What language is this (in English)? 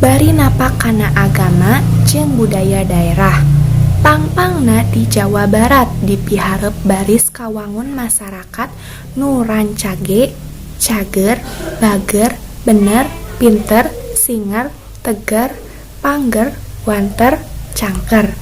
Sundanese